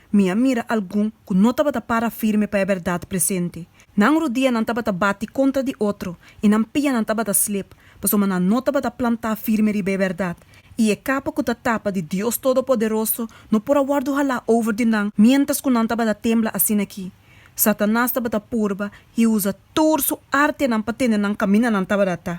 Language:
Papiamento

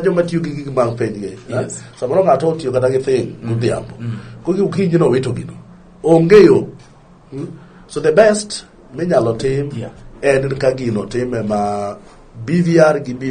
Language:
Luo (Kenya and Tanzania)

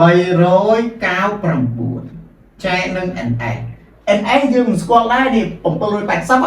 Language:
Khmer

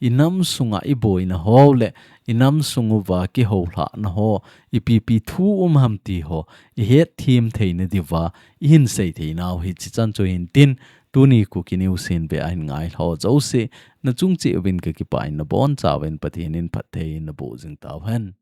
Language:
Thado Chin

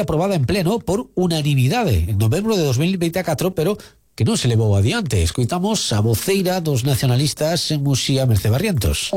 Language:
Galician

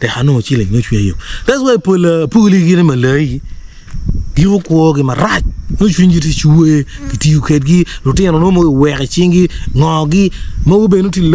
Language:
Acoli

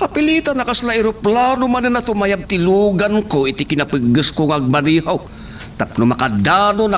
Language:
Iloko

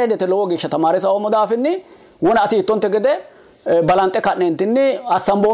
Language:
Sidamo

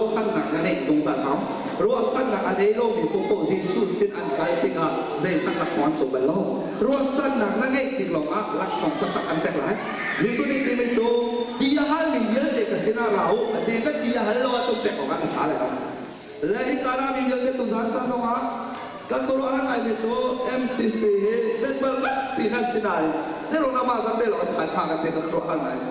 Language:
Hakha Chin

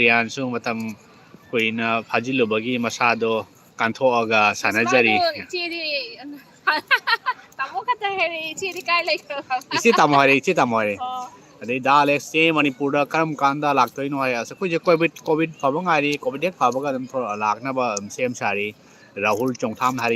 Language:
Manipuri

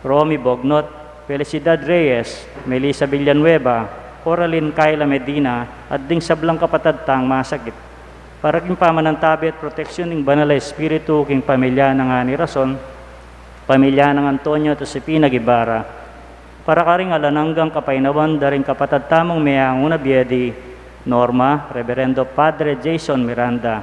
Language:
Pampanga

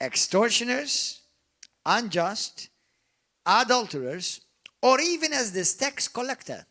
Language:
English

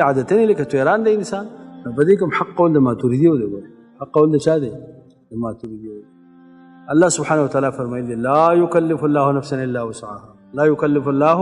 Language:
Pashto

